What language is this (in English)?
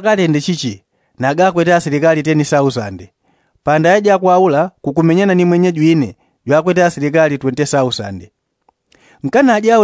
Yao